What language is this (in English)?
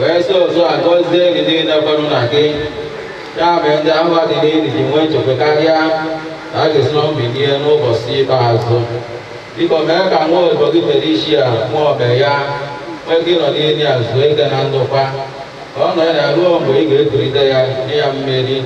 Igbo